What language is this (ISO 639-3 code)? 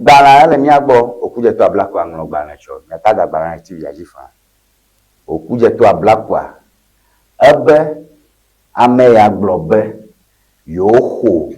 ewe